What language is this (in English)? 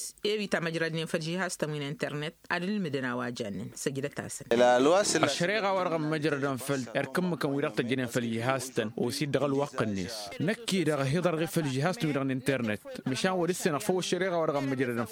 Tamasheq